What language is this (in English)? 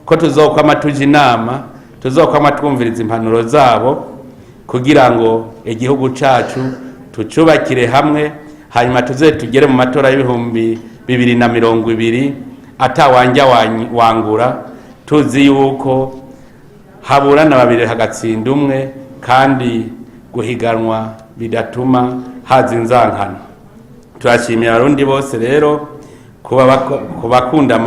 Rundi